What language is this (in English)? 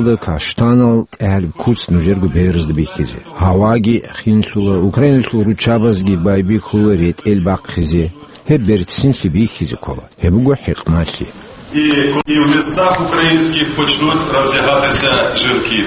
Avaric